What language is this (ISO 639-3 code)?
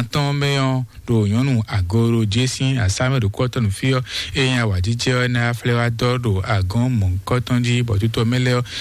fon